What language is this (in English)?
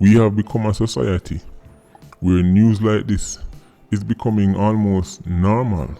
Jamaican Creole English